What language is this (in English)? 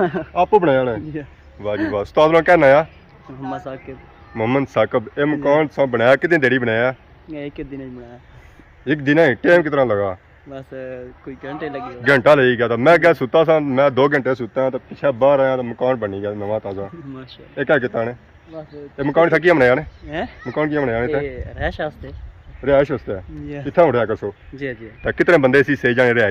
Pahari-Potwari